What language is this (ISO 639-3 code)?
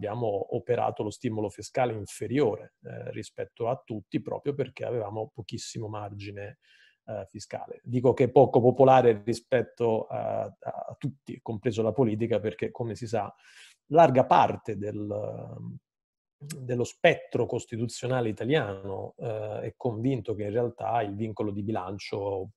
ita